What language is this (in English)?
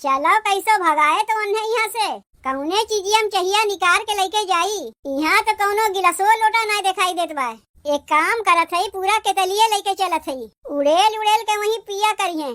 Awadhi